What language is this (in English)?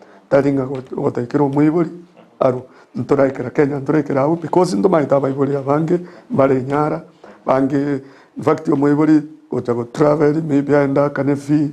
Gusii